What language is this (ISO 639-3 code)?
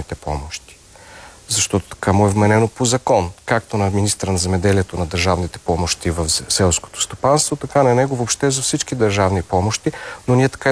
bul